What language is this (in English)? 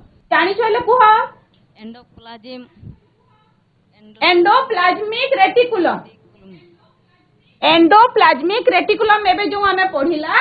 Odia